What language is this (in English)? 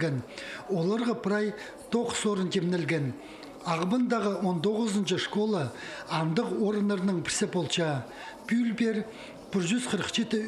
Khakas